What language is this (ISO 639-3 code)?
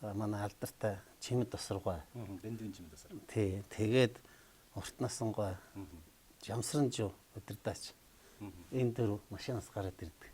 mon